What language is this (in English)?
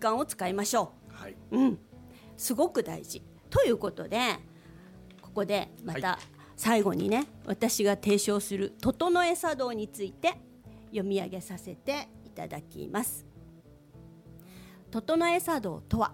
Japanese